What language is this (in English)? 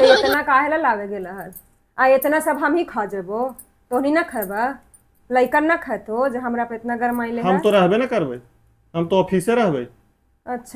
Magahi